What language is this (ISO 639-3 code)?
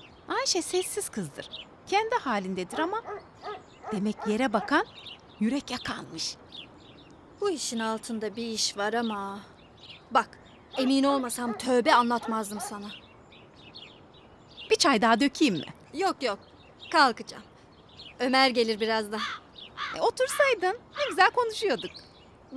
tur